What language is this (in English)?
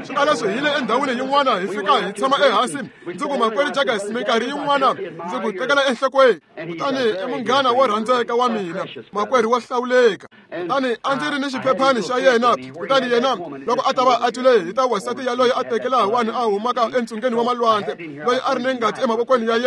Tsonga